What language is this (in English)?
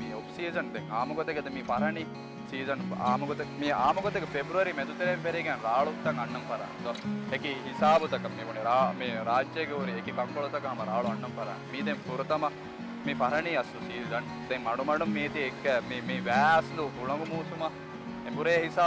Divehi